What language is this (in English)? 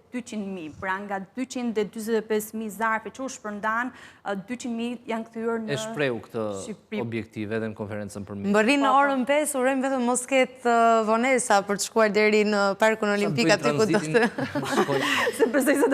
Albanian